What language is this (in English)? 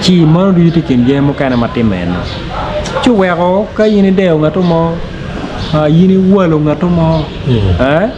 Acoli